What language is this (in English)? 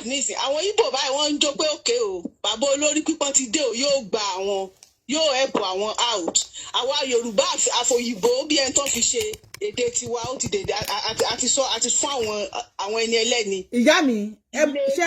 Yoruba